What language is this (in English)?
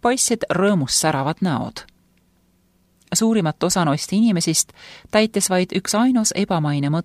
Estonian